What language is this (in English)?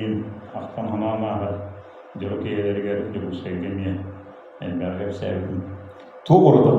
Yakut